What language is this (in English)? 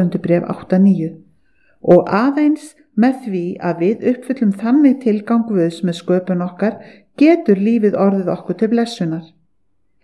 Icelandic